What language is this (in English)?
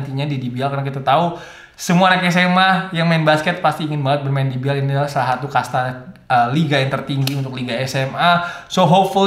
Indonesian